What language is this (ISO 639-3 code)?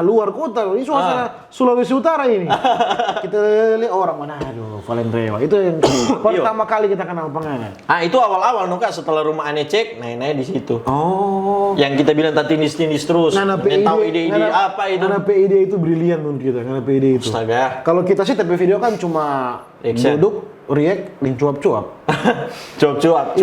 xmm